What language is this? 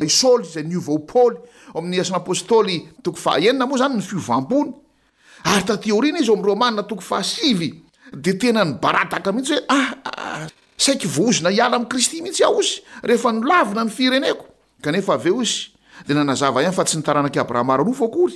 Malagasy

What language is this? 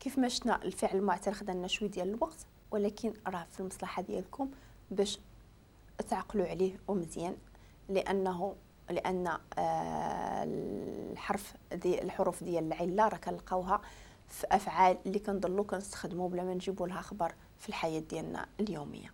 Moroccan Arabic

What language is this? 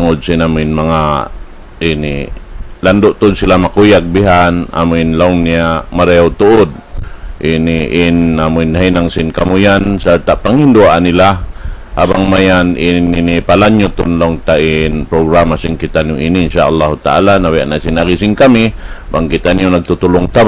Tausug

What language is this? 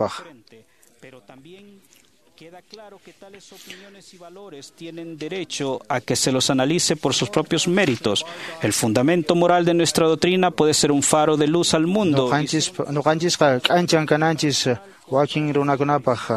Quechua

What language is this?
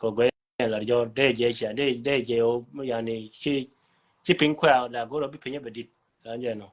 Nuer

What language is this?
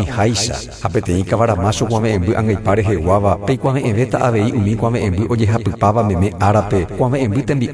Guarani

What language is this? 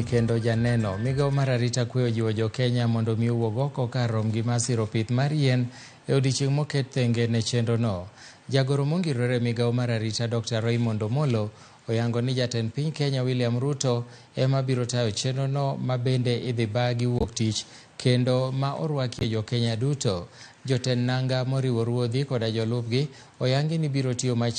Luo (Kenya and Tanzania)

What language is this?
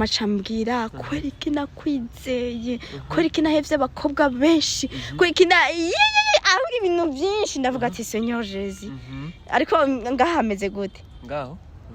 Rundi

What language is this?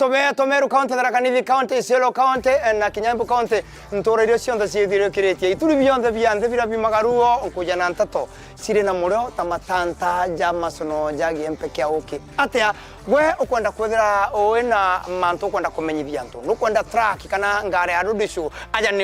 Meru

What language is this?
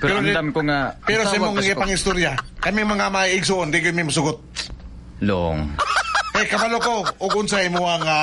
Cebuano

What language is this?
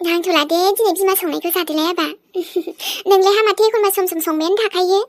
Bodo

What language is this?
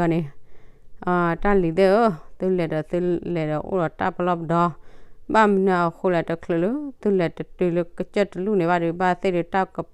S'gaw Karen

